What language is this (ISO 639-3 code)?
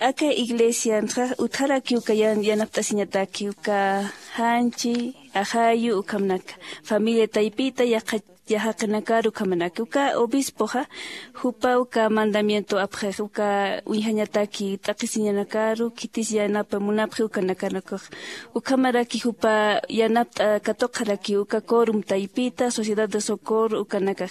aym